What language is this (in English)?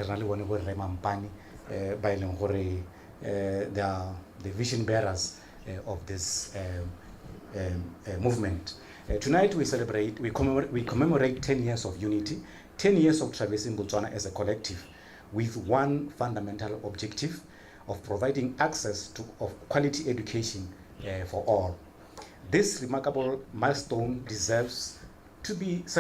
Tswana